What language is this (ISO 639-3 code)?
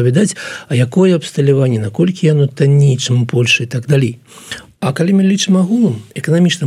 bel